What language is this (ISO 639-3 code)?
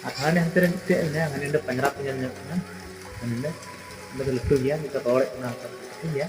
sat